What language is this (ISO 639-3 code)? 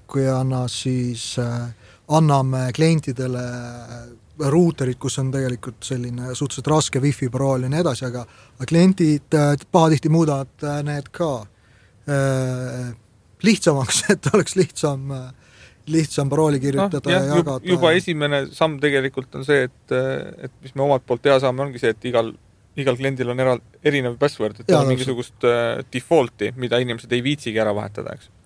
est